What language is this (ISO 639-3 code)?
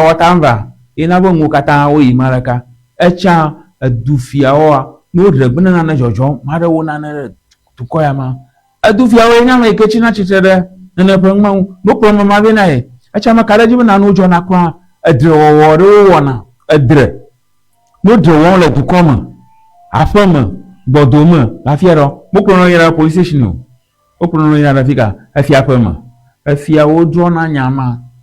ewe